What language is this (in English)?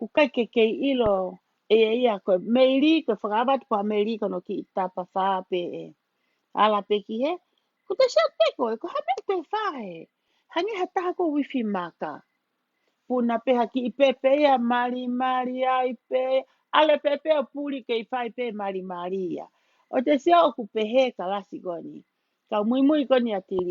Tongan